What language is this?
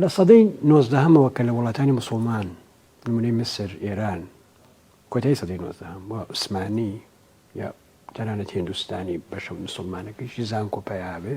Central Kurdish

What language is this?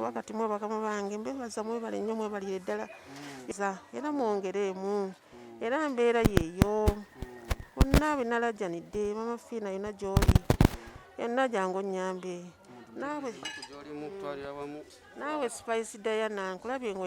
Ganda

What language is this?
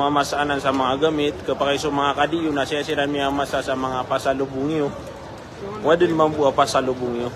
Maranao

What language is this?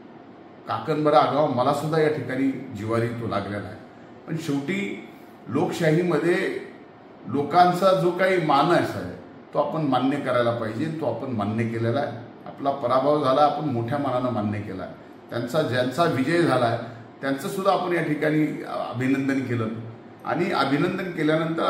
Marathi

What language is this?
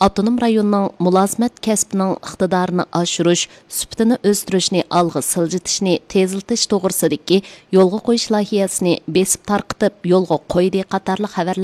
Uyghur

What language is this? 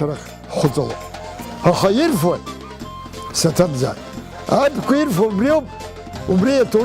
Abkhazian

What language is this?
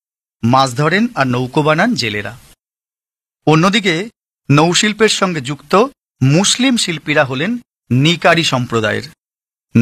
Bangla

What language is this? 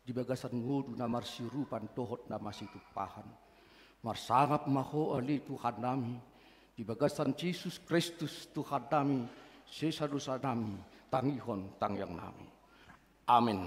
Batak Toba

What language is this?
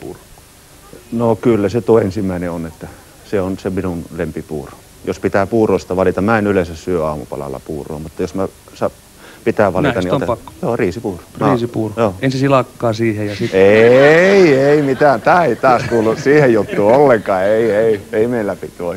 Finnish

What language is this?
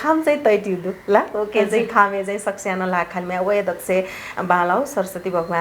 Newari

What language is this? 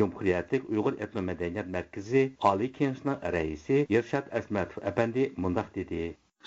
Uyghur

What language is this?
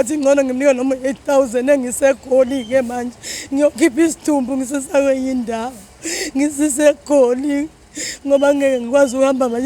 Zulu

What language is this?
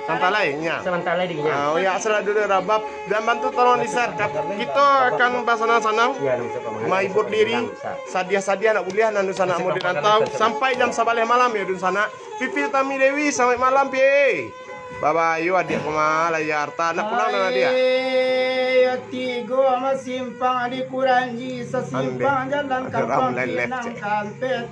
Minangkabau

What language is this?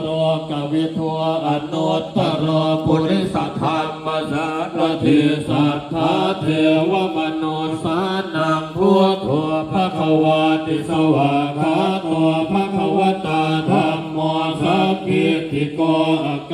Pali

